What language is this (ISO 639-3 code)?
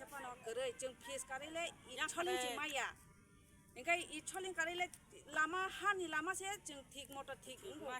trp